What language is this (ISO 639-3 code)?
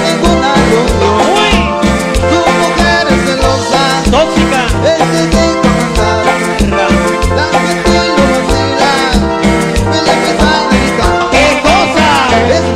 spa